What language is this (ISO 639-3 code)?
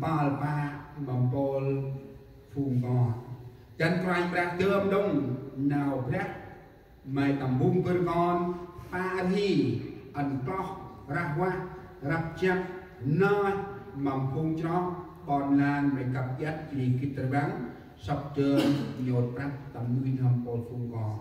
cmo